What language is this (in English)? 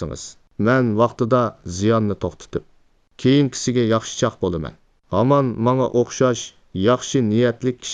Uyghur